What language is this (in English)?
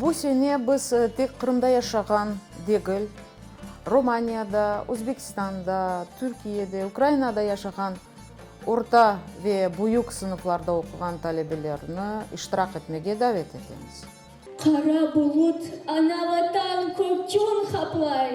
Crimean Tatar